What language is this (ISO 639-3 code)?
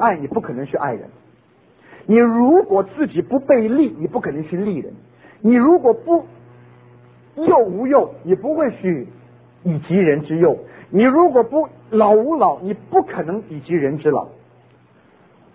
zho